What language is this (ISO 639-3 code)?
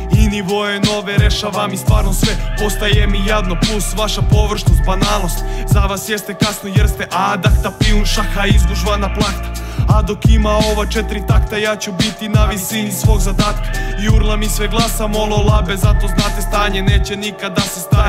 srp